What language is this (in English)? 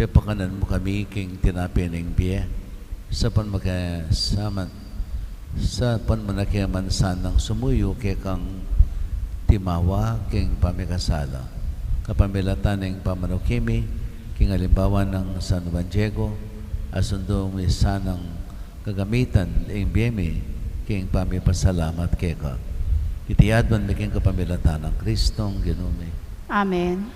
Pampanga